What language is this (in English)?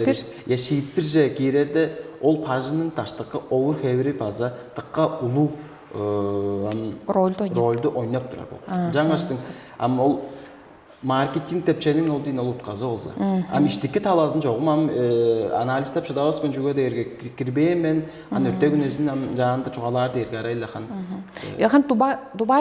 Tuvinian